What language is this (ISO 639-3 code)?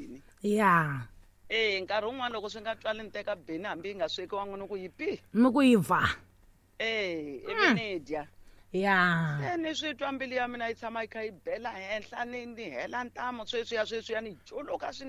tso